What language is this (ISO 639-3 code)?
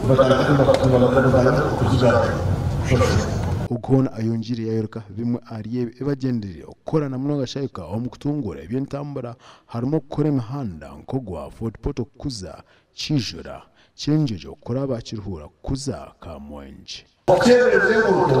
nyn